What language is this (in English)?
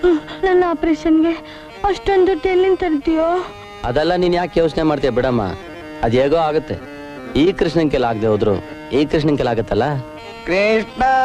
Kannada